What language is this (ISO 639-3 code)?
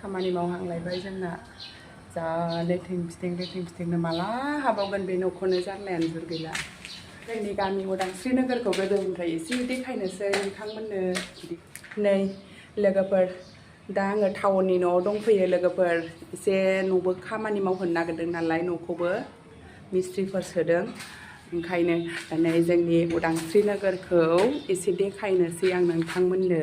brx